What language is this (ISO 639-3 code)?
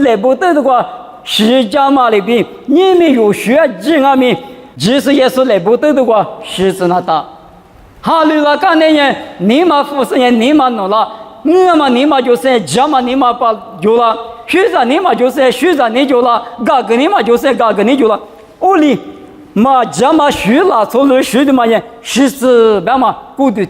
lis